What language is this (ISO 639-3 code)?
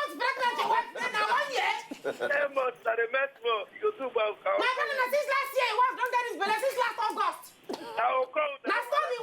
pcm